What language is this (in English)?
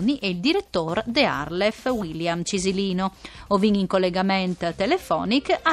Friulian